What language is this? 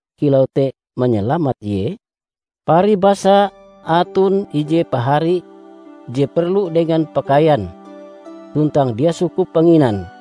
Ngaju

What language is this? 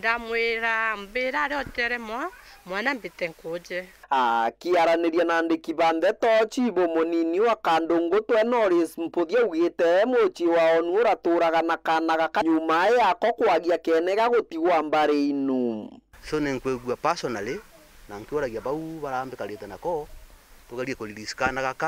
Meru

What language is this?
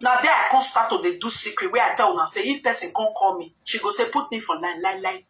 Nigerian Pidgin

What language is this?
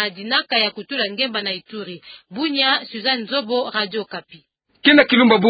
Kituba (Democratic Republic of Congo)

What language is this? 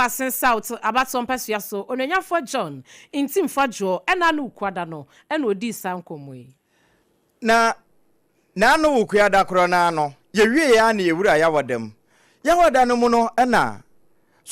Akan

